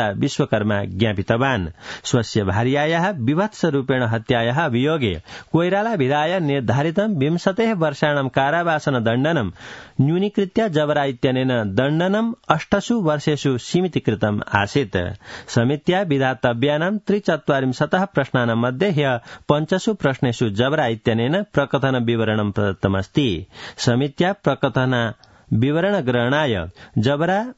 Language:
Sanskrit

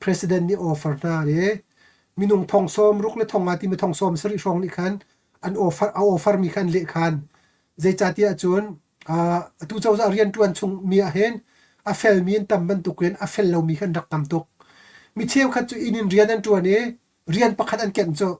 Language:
Hakha Chin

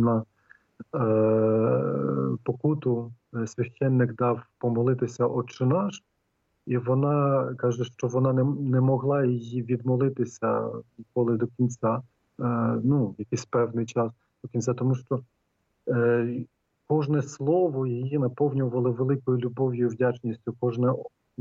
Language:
Ukrainian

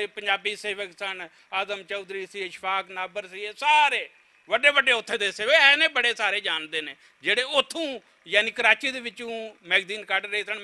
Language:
Western Panjabi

